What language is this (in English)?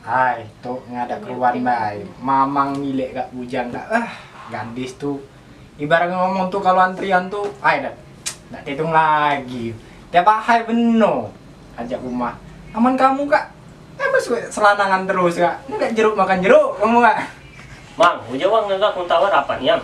Musi